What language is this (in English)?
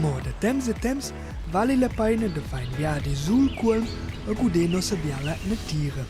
Romansh